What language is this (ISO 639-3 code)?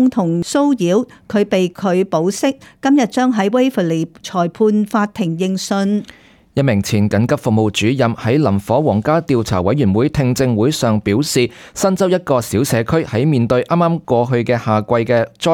yue